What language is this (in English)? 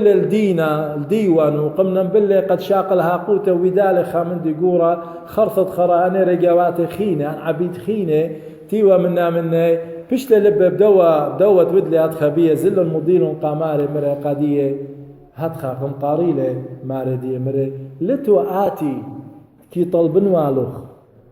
Assyrian Neo-Aramaic